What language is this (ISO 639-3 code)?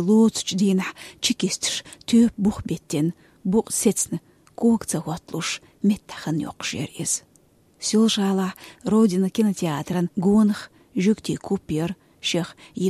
che